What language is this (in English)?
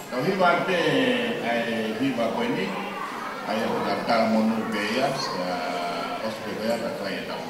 Tongan